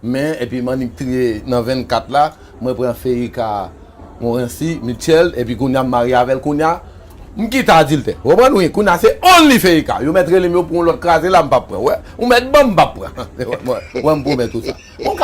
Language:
Haitian Creole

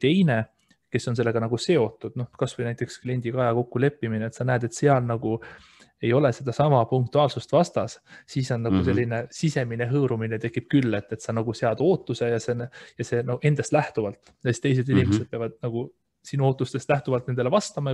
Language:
Estonian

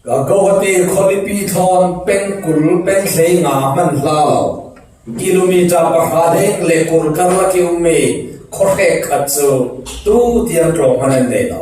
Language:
Falam Chin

